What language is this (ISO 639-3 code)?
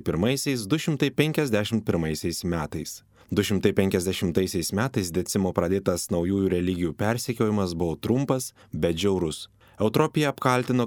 lit